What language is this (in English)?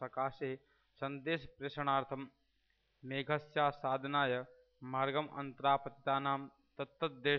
Sanskrit